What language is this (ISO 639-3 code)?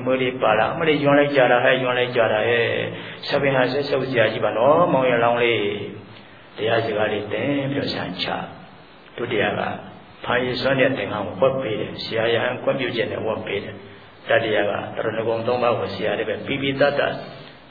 mya